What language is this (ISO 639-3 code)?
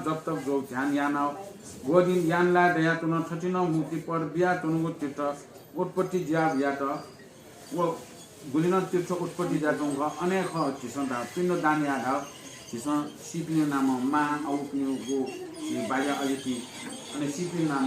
new